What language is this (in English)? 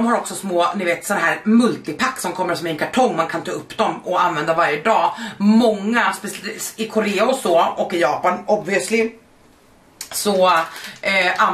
Swedish